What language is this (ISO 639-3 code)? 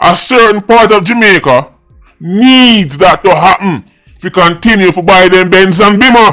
jam